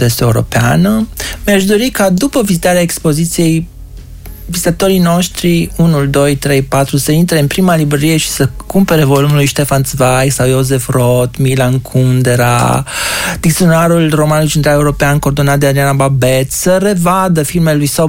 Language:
Romanian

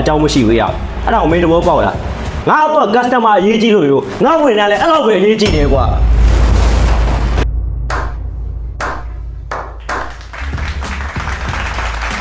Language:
Burmese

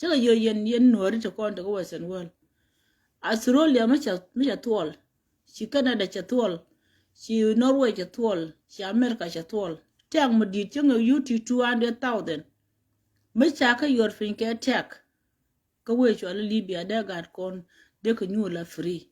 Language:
Nuer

